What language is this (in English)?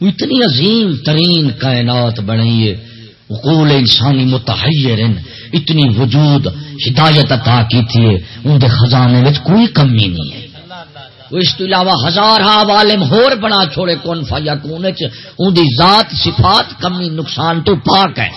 Saraiki